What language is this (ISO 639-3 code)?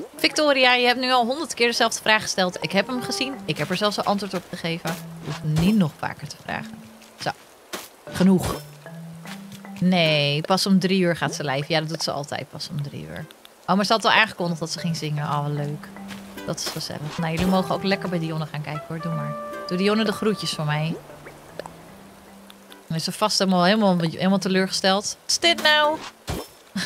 nld